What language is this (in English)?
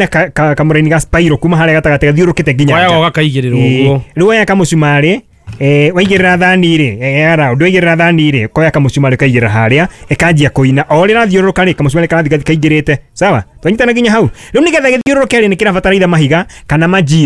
Kikuyu